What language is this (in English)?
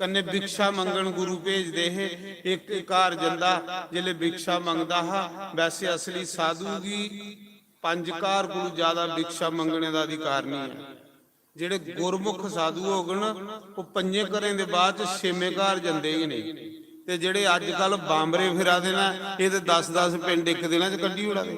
Dogri